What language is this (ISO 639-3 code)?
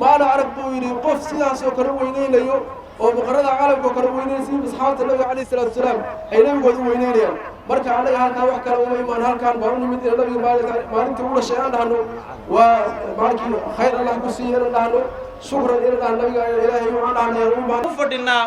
som